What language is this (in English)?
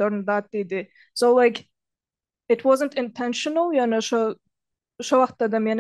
Turkmen